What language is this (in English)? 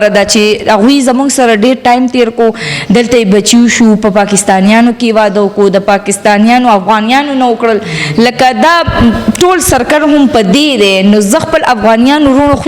Pashto